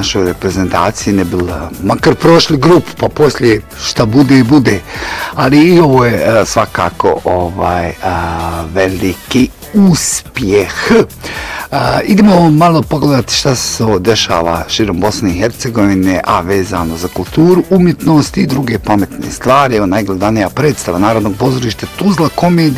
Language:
Bosnian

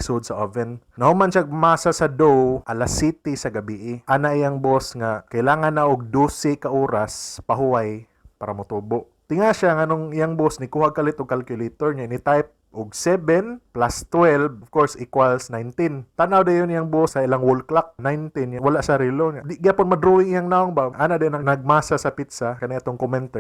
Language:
Cebuano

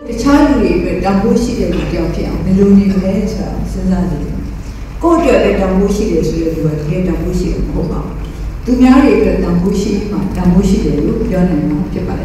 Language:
Burmese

